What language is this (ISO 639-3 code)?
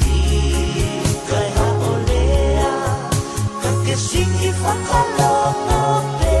ton